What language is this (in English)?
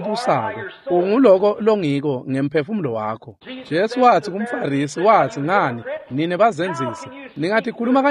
Swati